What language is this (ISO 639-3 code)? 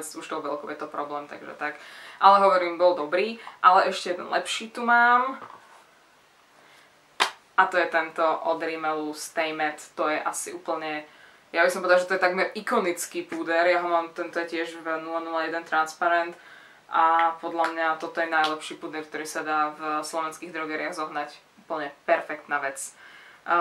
slk